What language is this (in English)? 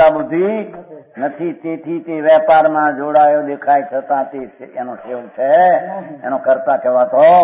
Gujarati